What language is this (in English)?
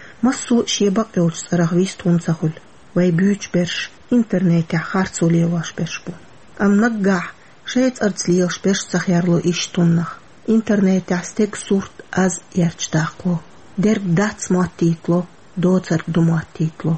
Chechen